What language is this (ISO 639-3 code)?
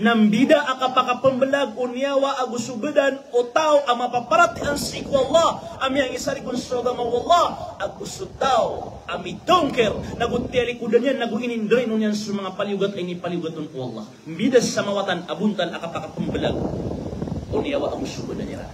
mrw